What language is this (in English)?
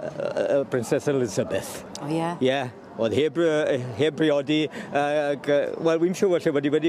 Welsh